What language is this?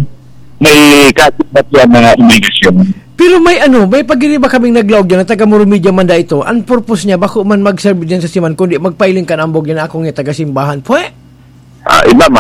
Bikol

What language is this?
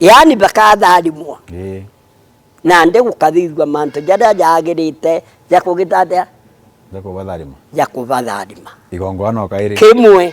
Meru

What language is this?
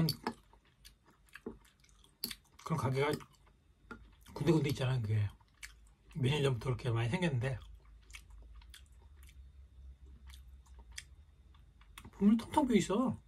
Korean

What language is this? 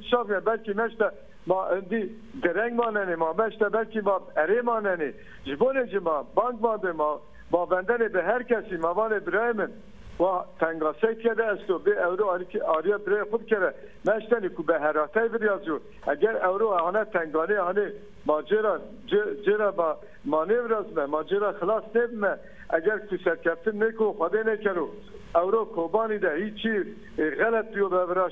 Zaza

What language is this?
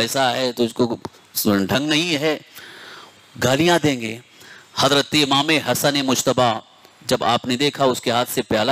Urdu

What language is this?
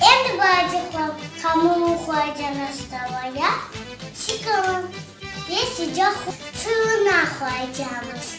Crimean Tatar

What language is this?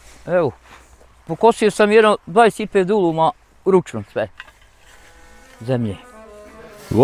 Bosnian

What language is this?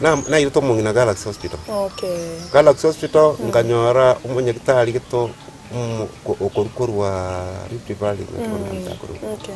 Gusii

